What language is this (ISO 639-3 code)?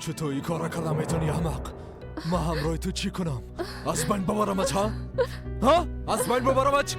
fas